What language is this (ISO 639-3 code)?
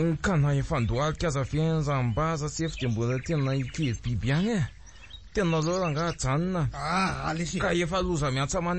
mlg